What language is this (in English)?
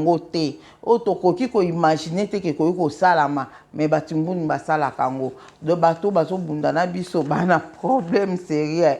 Lingala